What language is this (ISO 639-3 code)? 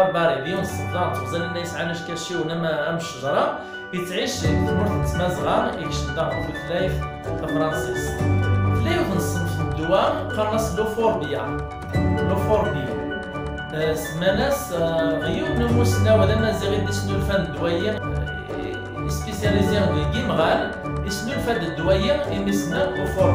kab